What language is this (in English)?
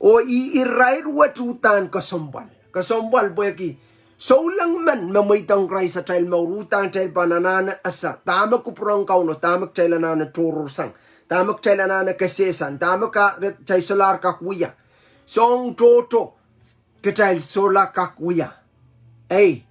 Pohnpeian